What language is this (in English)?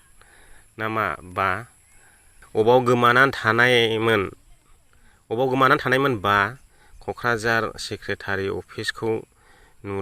Bodo